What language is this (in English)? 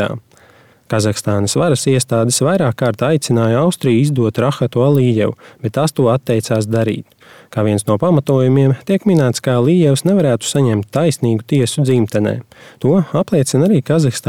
Latvian